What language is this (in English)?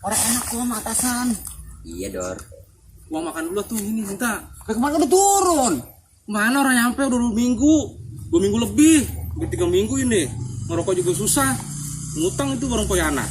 Betawi